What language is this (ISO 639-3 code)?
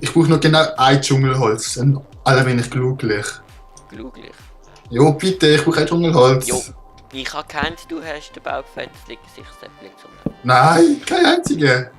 gsw